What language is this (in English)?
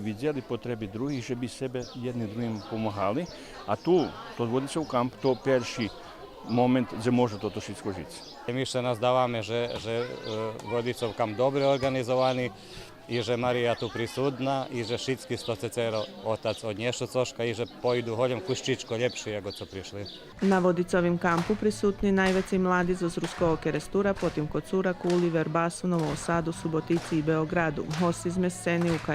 Rusyn